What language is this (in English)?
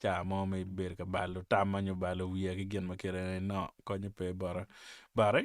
Acoli